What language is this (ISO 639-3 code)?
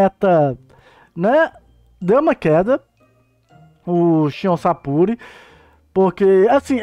por